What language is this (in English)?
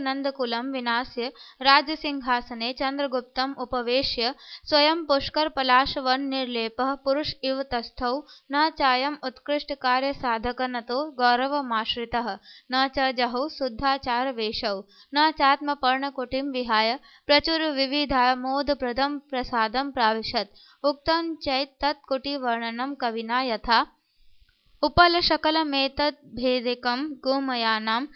Sanskrit